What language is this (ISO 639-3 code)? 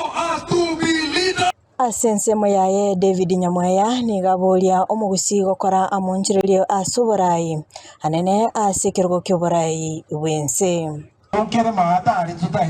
guz